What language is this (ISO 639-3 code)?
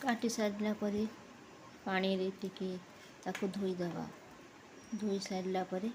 ori